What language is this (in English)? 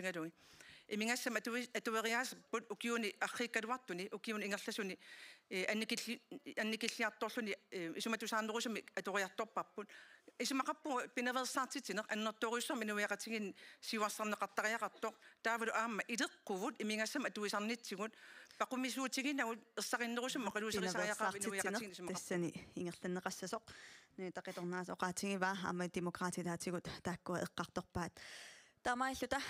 Kalaallisut